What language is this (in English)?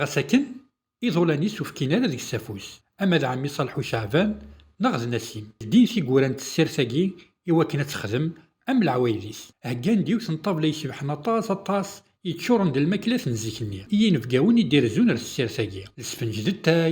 Kabyle